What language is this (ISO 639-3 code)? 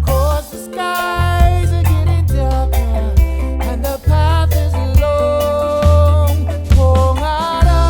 mri